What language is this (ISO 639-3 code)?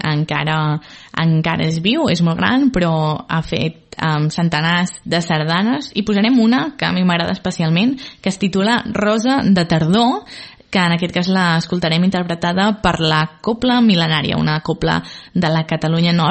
cat